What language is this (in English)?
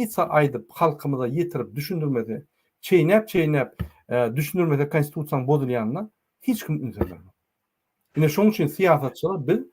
Turkmen